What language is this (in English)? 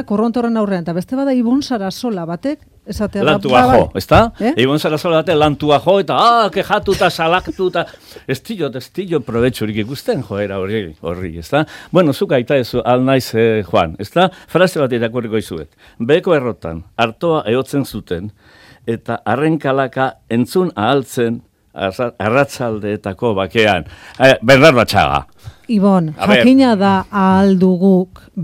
Basque